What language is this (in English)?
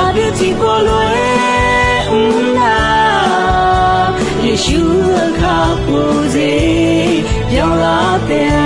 Akha